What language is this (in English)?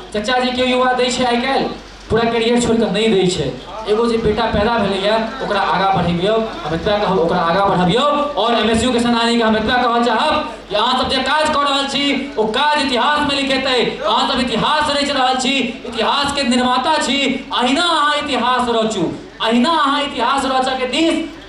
Maithili